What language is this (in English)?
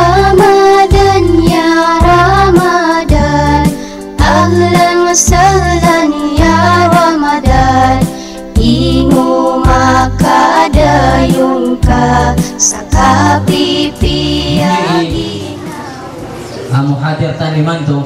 Maranao